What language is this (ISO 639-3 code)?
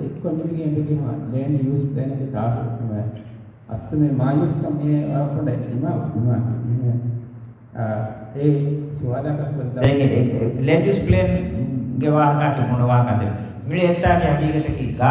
div